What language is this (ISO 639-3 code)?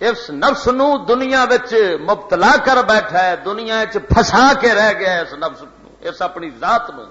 lah